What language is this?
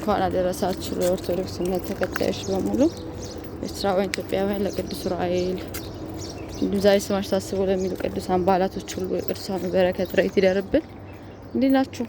Amharic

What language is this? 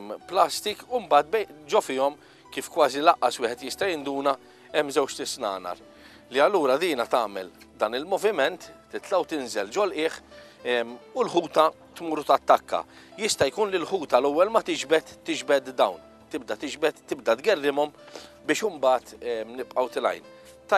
Maltese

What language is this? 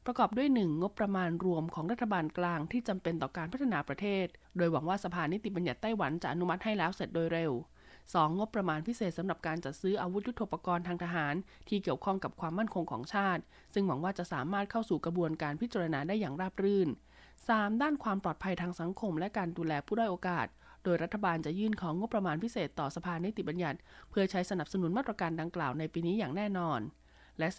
Thai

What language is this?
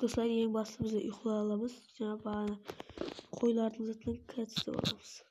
Kara-Kalpak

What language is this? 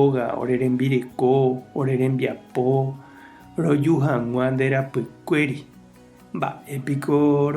Guarani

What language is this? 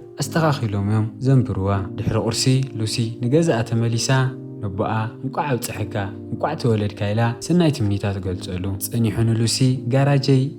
Tigrinya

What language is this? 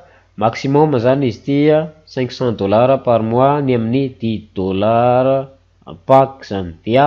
Malagasy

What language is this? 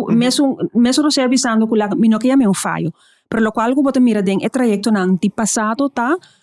Papiamento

